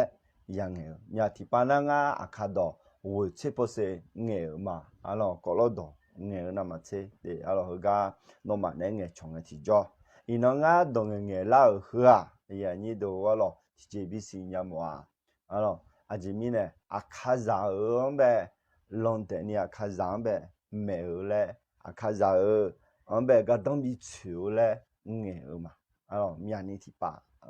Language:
Akha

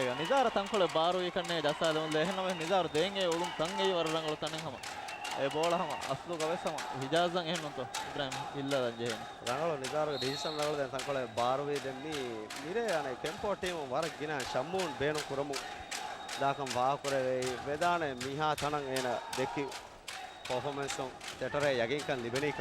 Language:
Divehi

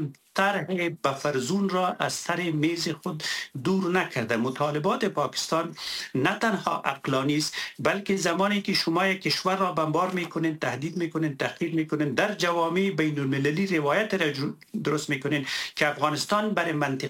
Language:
Persian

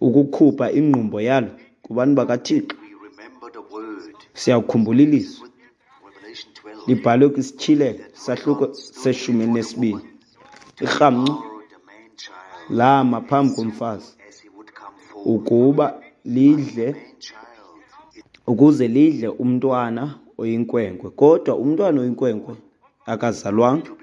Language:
Xhosa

